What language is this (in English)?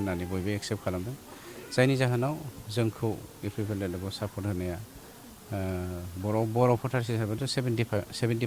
Bodo